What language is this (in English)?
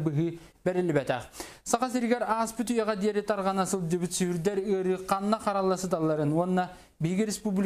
Yakut